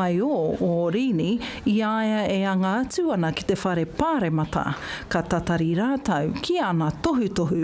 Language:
Māori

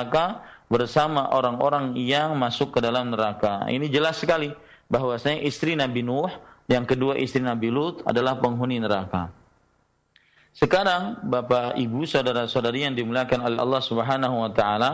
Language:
Indonesian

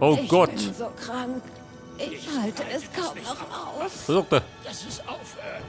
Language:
Bavarian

